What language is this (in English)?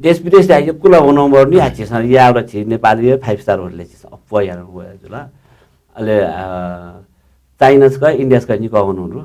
Newari